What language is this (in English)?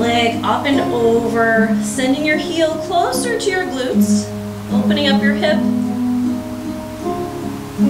English